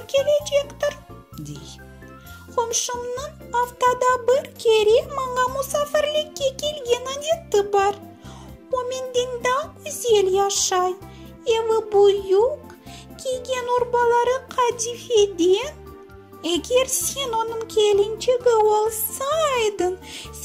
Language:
Crimean Tatar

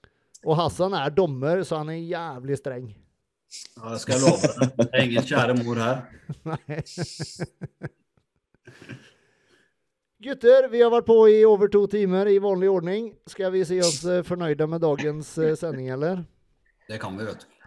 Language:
Norwegian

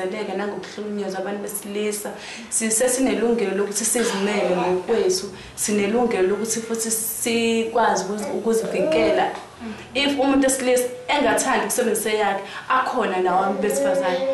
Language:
Zulu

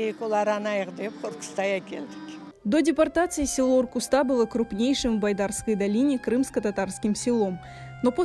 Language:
Crimean Tatar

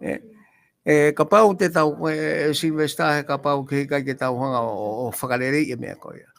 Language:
Tongan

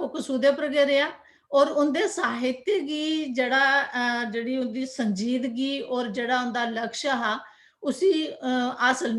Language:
Dogri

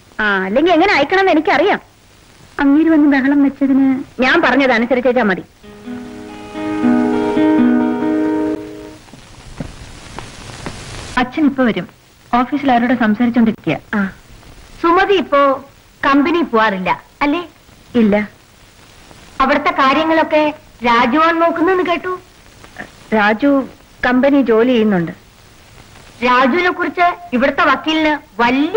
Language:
Malayalam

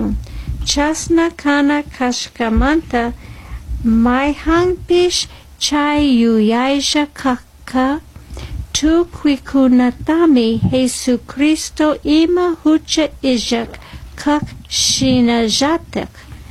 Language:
Chimborazo Highland Quichua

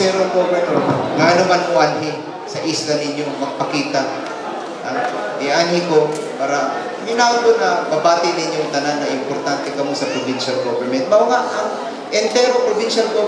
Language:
Cebuano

